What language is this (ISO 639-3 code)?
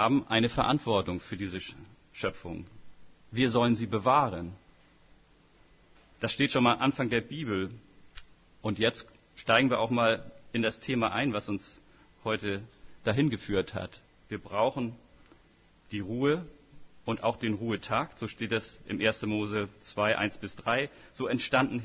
deu